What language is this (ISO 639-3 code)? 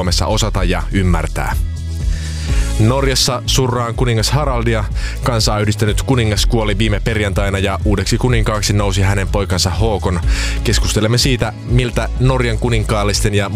fin